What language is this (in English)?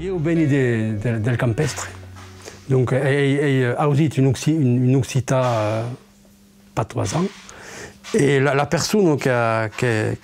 Occitan